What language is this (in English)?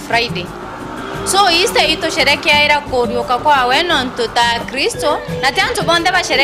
Meru